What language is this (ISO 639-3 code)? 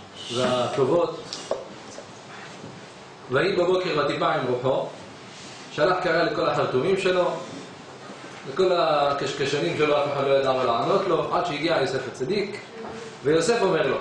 heb